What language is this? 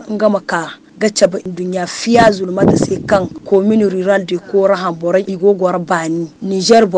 Zarma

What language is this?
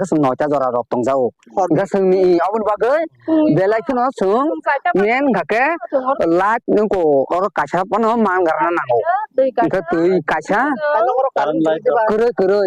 Kok Borok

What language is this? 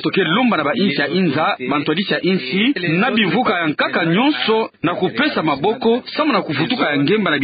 Kituba (Democratic Republic of Congo)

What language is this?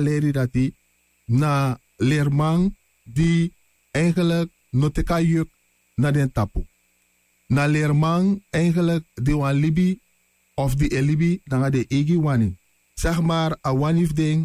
Sranan Tongo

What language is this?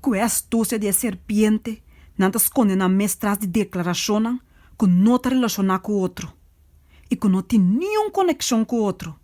Papiamento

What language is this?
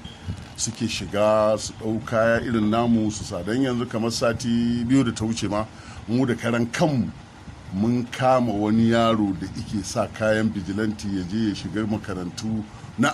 Hausa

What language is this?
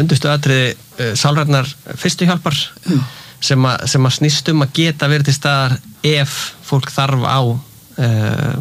Icelandic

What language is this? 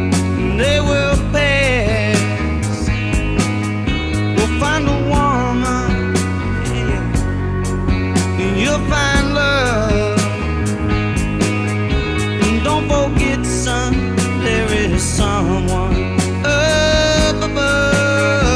English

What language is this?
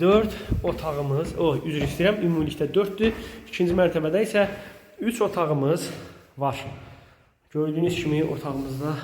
Azerbaijani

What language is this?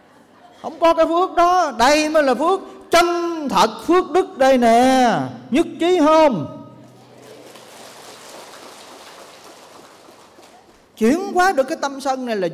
Vietnamese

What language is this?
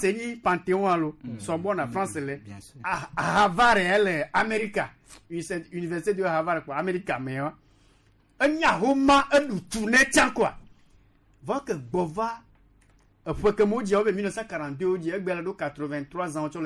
Gen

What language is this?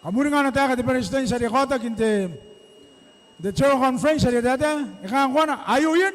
Gilbertese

